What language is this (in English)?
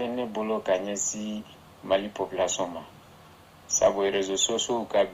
Bambara